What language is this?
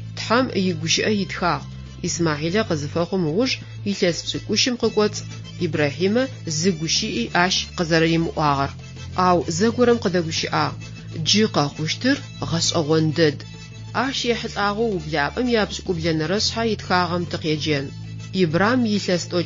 Adyghe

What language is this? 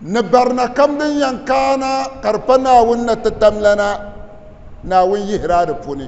Dagbani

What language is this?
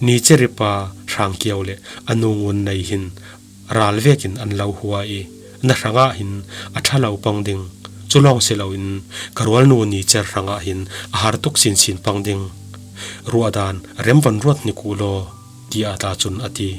Falam Chin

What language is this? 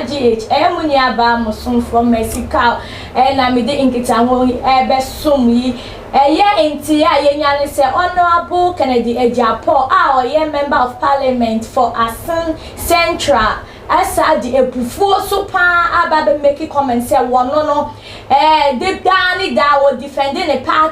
Akan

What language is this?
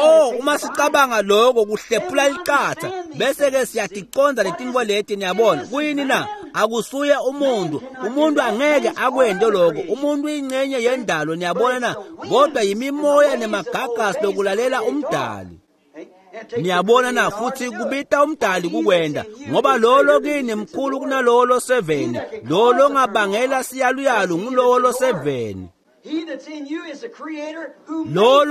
Swati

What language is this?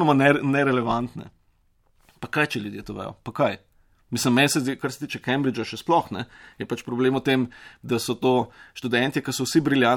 Slovenian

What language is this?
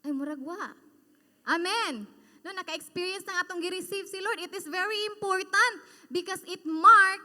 Cebuano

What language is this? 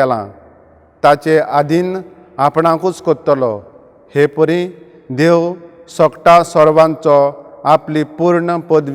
Konkani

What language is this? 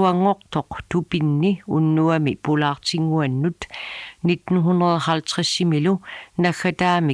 Kalaallisut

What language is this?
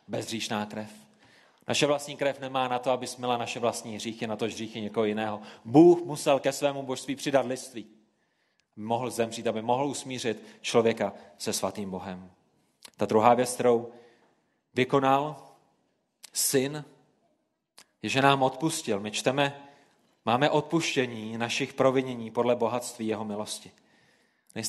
Czech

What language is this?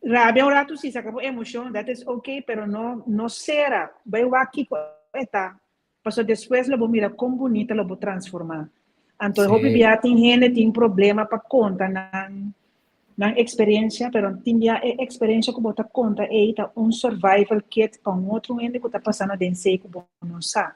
Papiamento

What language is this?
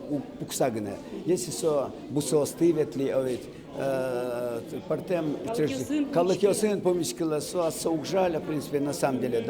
Udmurt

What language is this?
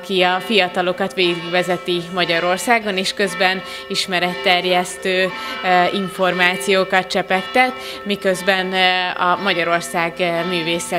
Hungarian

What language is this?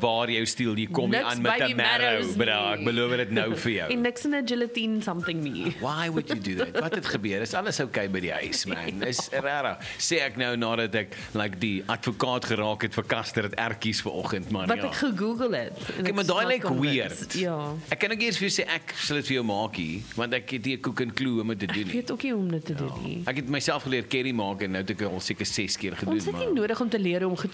Afrikaans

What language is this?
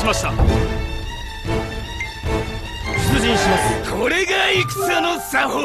Japanese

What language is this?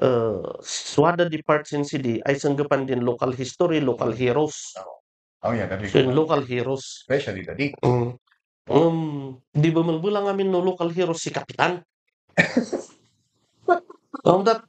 Kankanaey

